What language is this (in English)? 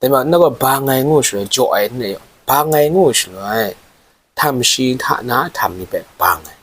Kachin